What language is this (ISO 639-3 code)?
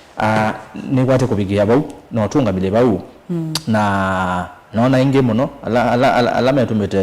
kam